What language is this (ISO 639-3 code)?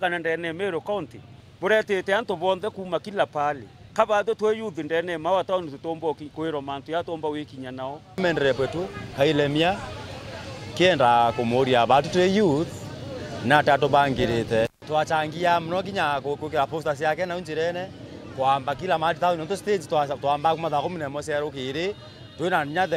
mer